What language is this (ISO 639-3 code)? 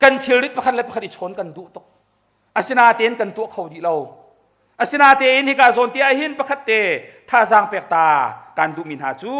cnh